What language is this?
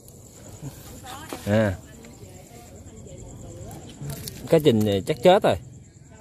Vietnamese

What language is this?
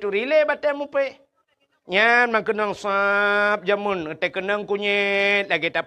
Achinese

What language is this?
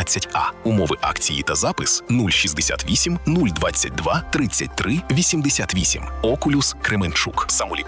Ukrainian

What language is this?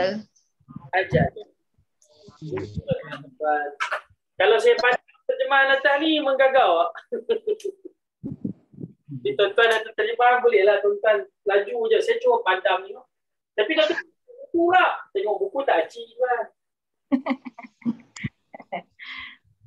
Malay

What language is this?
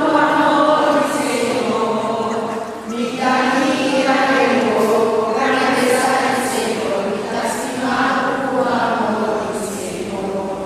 Papiamento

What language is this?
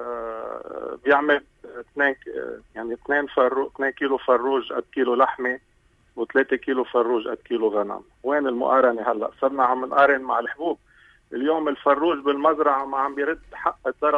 North Levantine Arabic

